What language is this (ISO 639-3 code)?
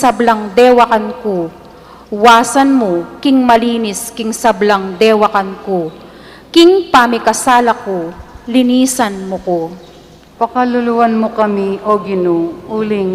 pam